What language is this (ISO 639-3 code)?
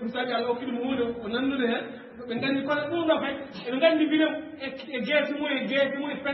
ful